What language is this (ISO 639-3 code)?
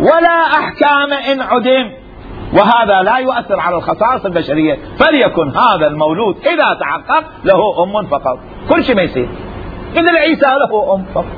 acm